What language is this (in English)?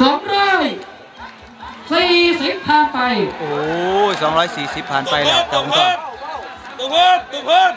Northeastern Thai